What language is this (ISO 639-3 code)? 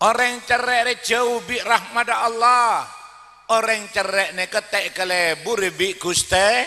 mad